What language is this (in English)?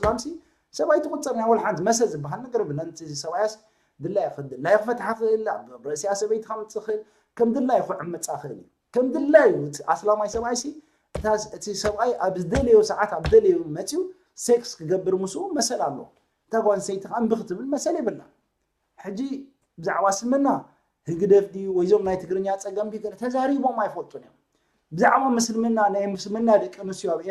Tigrinya